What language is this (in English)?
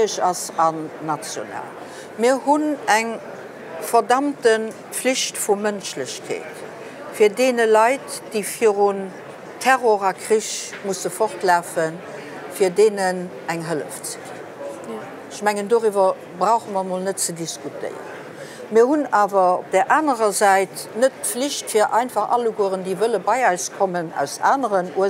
Luxembourgish